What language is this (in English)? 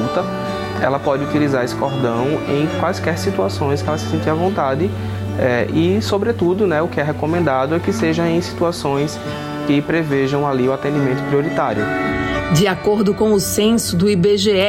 Portuguese